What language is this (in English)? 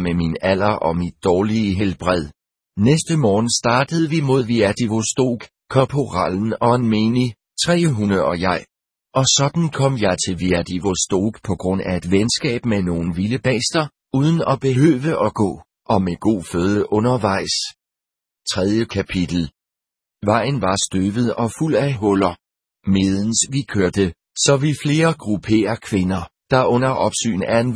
Danish